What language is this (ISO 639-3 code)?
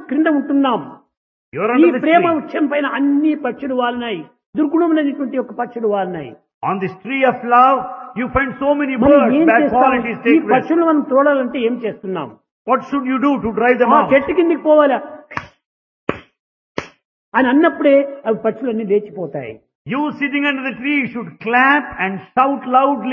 tel